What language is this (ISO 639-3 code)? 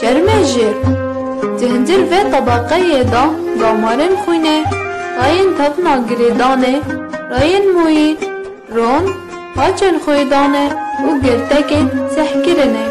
kur